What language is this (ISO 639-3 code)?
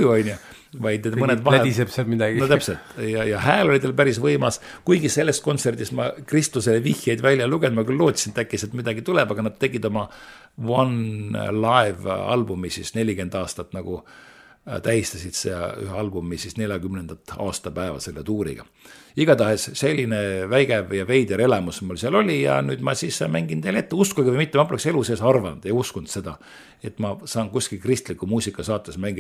est